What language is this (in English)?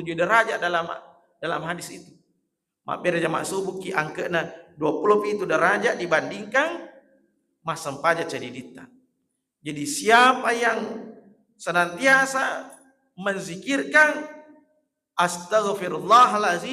Buginese